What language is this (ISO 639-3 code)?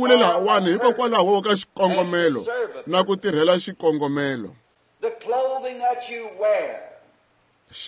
tso